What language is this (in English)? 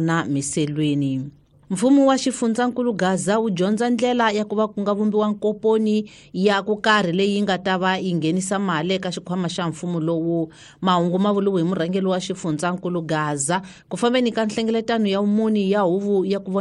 Tsonga